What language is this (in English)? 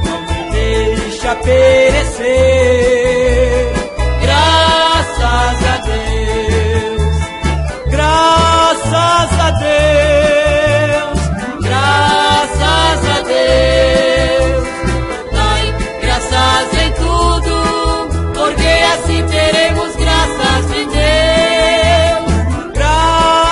Portuguese